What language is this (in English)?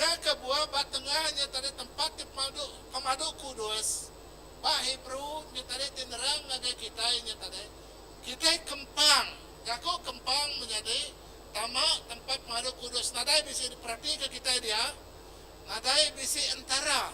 Iban